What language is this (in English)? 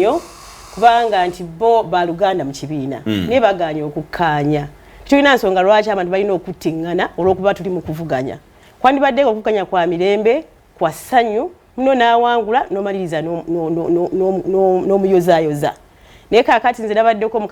Ganda